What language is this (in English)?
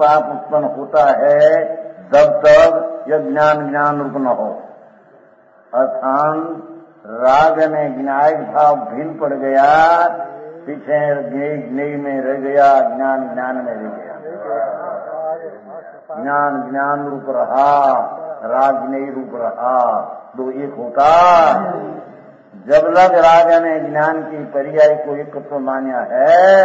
Hindi